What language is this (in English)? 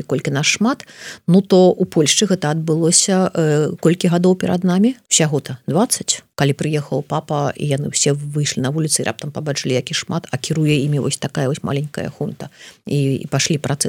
Belarusian